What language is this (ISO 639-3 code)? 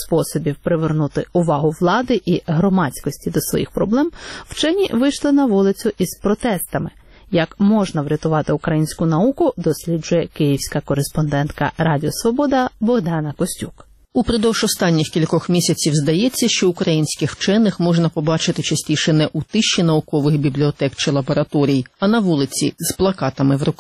ukr